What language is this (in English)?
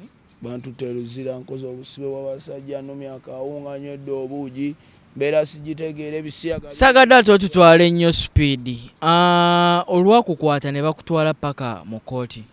Ganda